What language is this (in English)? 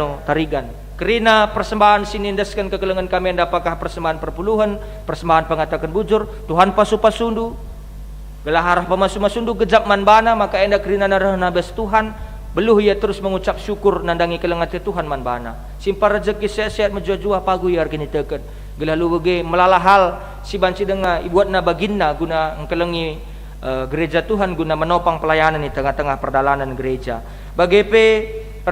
Batak Karo